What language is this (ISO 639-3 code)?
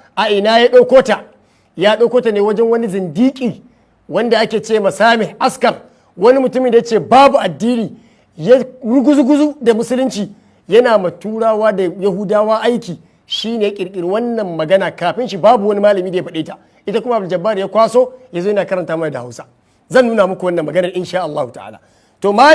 hau